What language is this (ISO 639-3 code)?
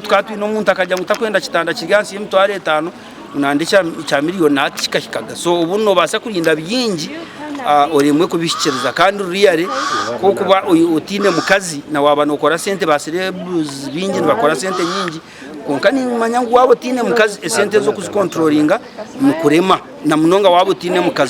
nyn